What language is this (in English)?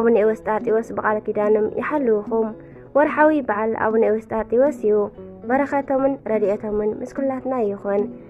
Tigrinya